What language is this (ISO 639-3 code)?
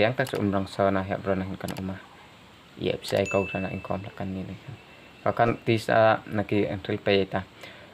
hmr